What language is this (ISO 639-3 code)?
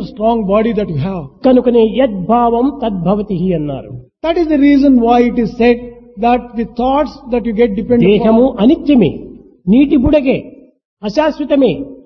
tel